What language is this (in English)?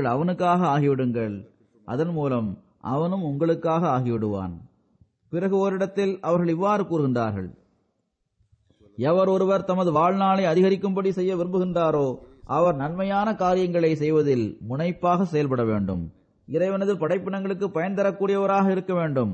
Tamil